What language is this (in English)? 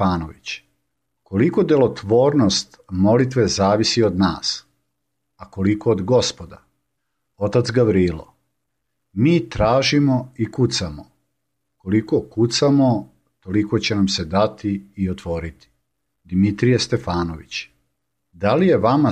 Serbian